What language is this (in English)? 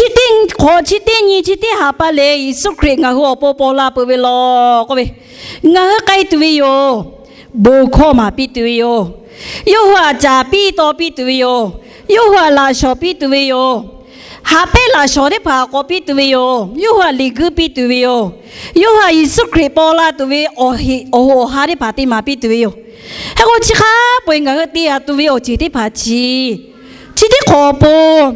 Lahu